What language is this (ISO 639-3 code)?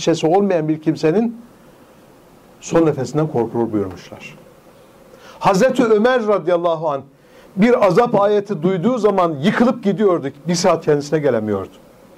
tur